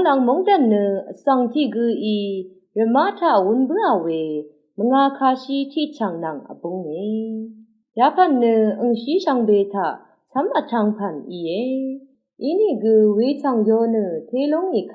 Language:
Rawang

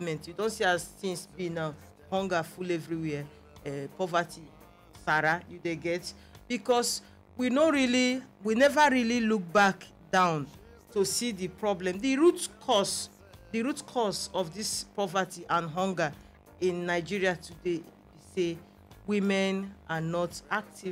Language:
Nigerian Pidgin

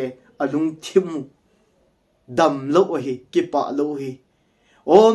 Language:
Thado Chin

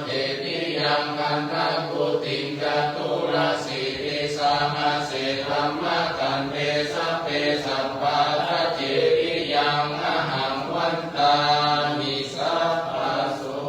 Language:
Pali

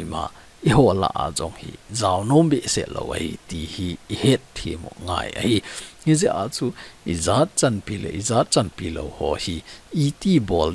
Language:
Thado Chin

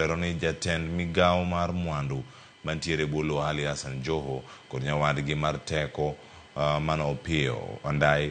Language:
Luo (Kenya and Tanzania)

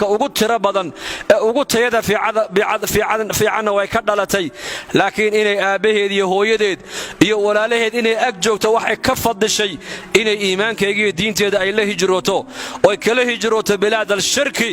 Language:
Somali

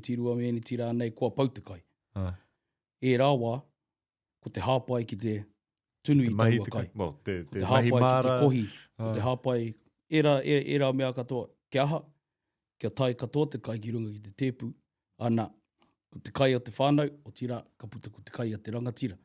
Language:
Māori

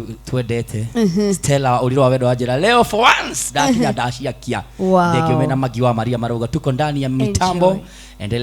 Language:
Kikuyu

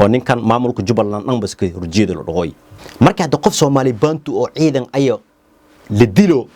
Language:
Somali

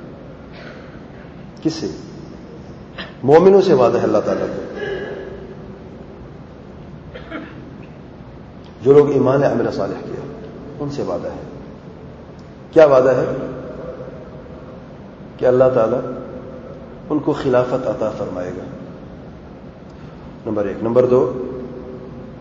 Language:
Urdu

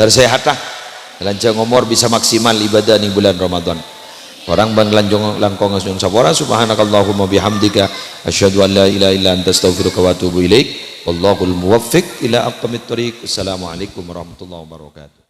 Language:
Madurese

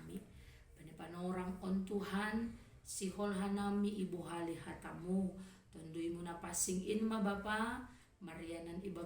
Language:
Batak Simalungun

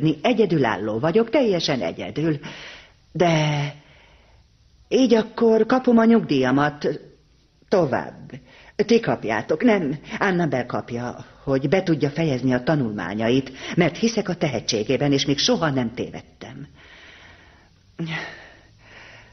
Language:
Hungarian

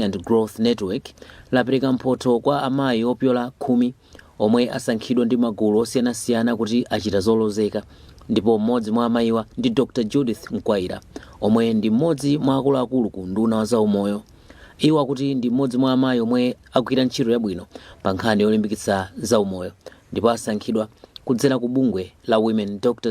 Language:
Nyanja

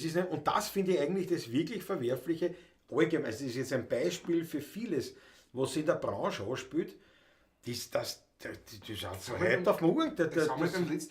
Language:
Bavarian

